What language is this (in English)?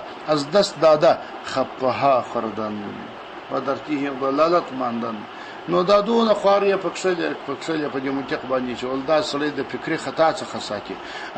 Pashto